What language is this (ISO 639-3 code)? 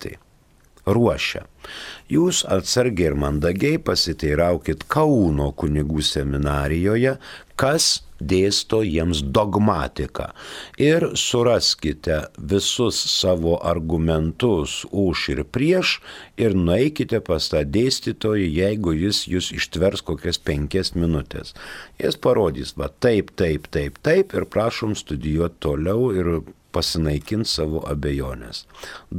lit